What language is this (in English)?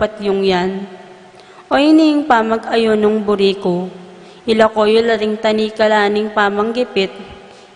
Pampanga